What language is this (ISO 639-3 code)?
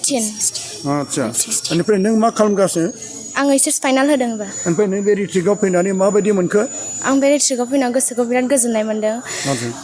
brx